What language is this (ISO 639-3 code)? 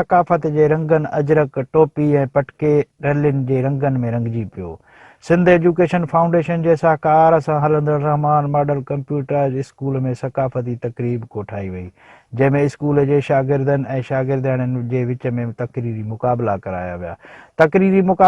snd